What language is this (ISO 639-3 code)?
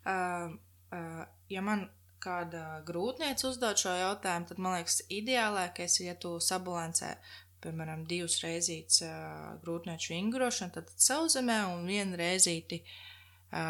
lav